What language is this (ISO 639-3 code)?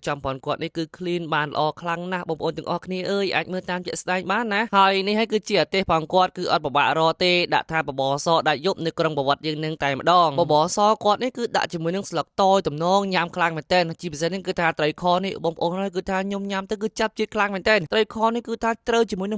khm